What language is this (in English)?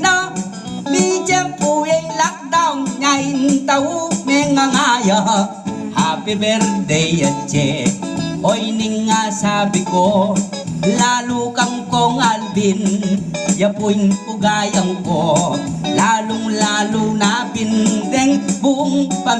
Pampanga